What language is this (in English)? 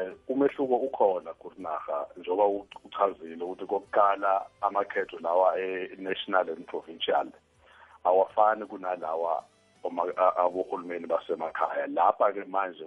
South Ndebele